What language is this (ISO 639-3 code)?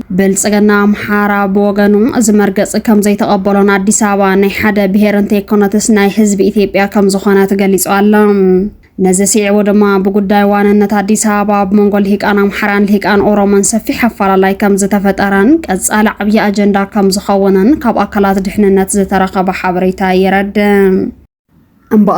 tir